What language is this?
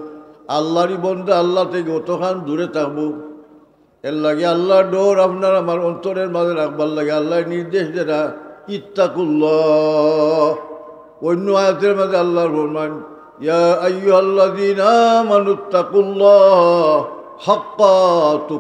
Sylheti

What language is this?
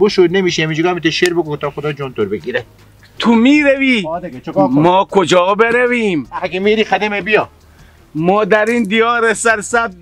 Persian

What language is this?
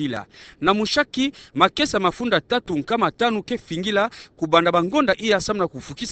Kituba (Democratic Republic of Congo)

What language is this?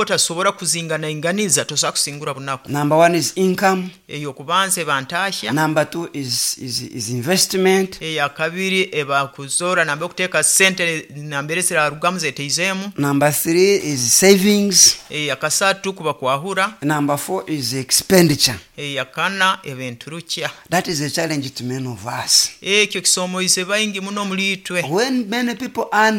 Nyoro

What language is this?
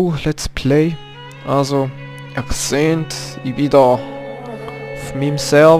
Swiss German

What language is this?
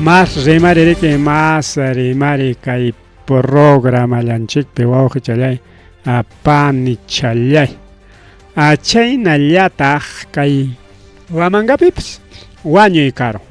Ayacucho Quechua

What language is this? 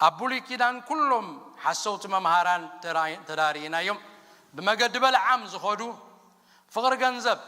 Tigrinya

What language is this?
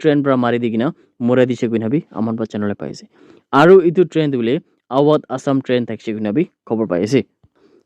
Naga Pidgin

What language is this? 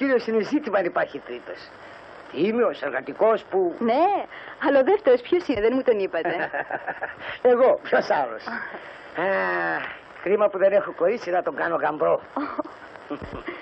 Greek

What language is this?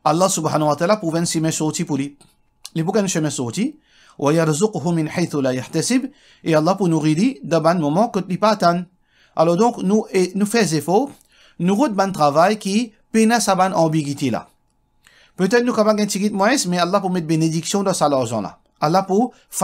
Morisyen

